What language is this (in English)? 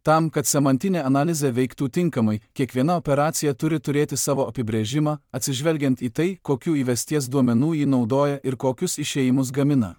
Lithuanian